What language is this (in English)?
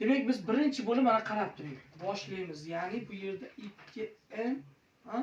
Uzbek